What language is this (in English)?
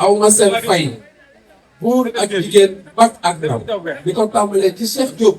Wolof